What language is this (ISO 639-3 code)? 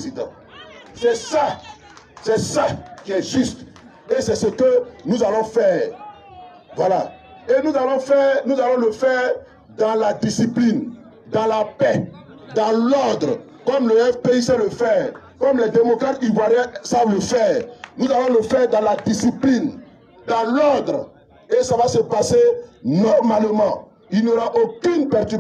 fra